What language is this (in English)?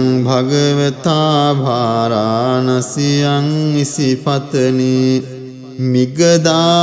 Pali